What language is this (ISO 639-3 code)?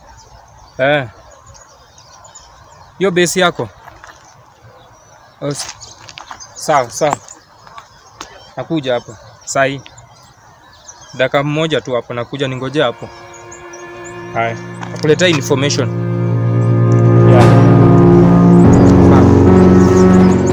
swa